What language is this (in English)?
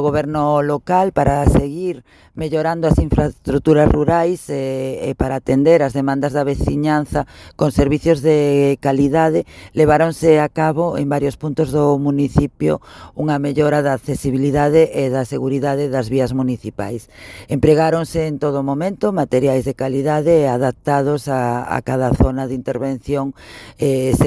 Galician